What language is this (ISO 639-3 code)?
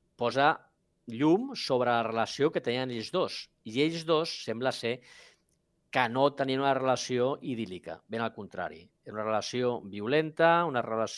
cat